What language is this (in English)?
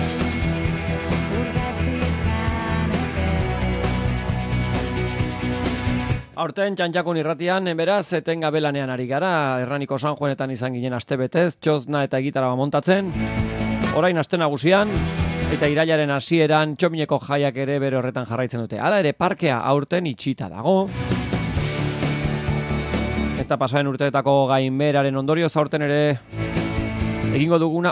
Basque